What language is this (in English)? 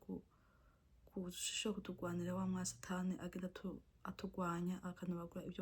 Rundi